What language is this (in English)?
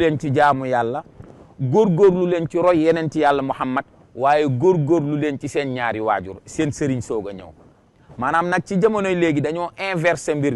Wolof